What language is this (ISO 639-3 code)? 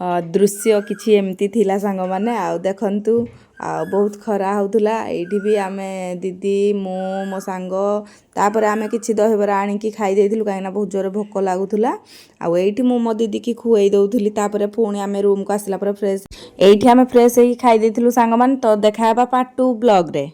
ori